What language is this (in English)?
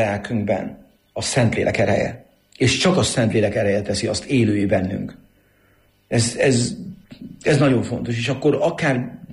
Hungarian